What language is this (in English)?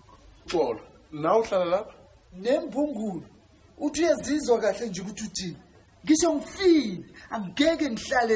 Zulu